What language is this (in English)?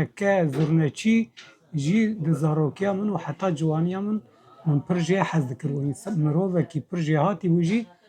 Kurdish